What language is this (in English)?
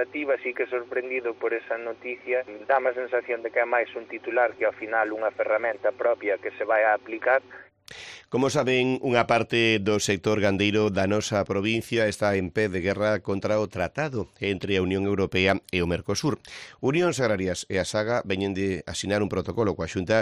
Galician